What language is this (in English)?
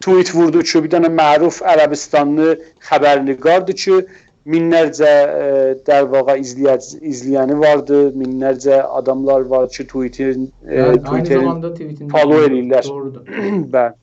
South Azerbaijani